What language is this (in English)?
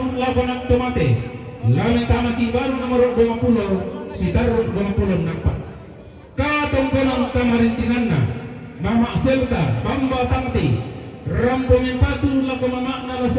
Toraja-Sa'dan